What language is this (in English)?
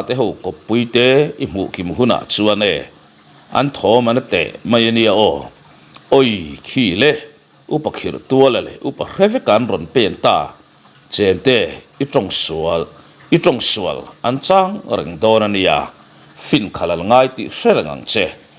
Mizo